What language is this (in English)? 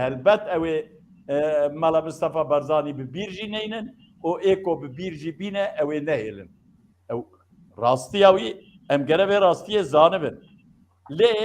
Kurdish